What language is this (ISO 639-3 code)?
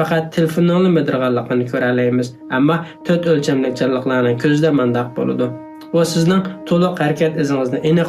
uig